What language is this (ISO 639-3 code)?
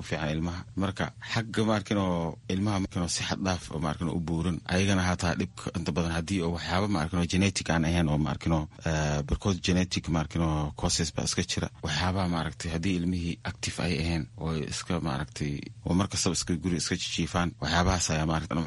som